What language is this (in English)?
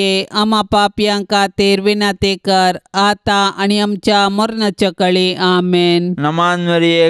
Konkani